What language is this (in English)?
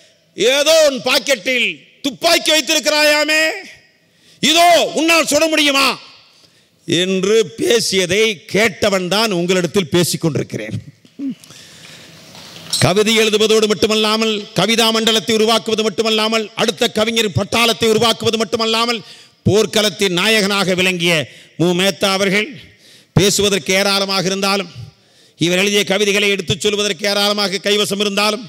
Tamil